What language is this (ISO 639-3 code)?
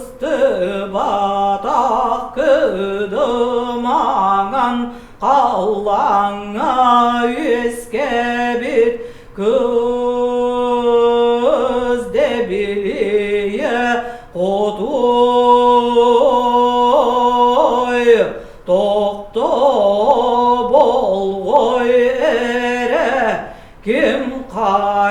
sah